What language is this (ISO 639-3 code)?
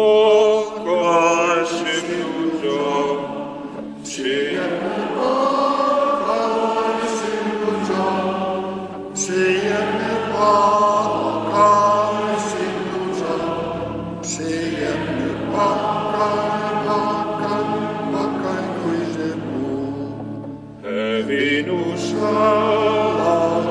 hsb